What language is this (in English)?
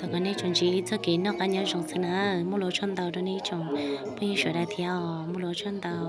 Hmong